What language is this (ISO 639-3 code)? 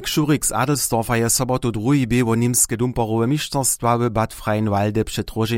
hsb